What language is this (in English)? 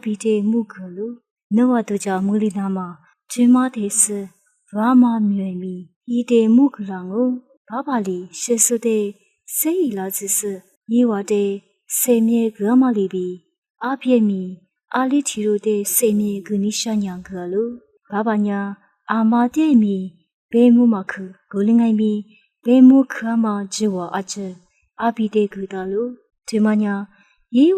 Lisu